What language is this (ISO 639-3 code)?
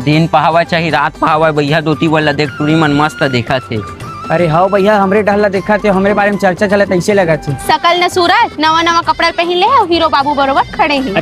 hne